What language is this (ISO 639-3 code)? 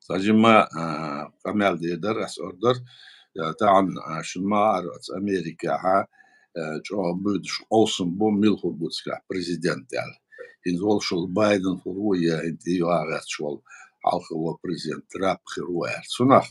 che